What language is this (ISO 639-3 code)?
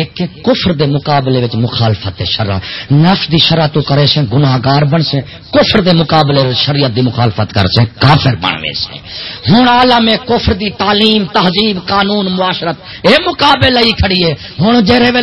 skr